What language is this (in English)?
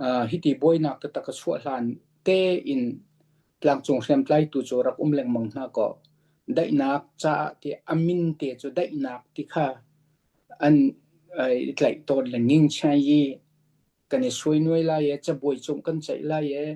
Hakha Chin